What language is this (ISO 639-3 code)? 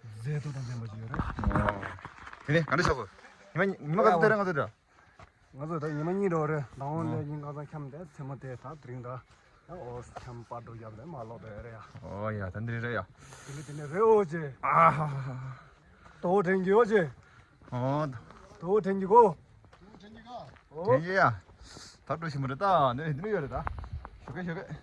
bod